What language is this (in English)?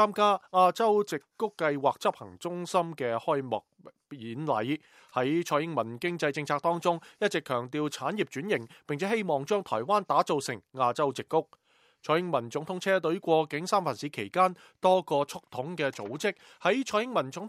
Cantonese